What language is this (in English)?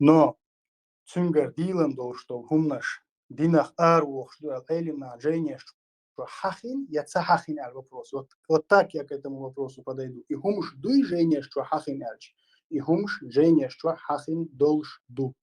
Chechen